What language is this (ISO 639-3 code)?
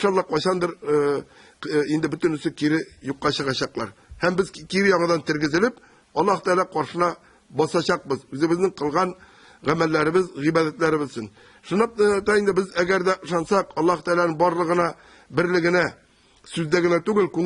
tat